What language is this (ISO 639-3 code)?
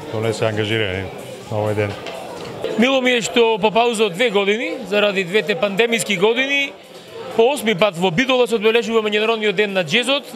mkd